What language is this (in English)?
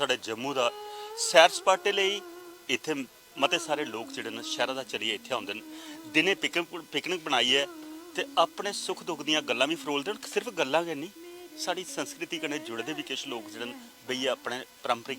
Dogri